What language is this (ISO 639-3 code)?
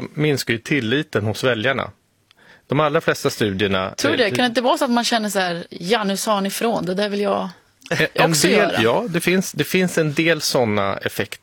swe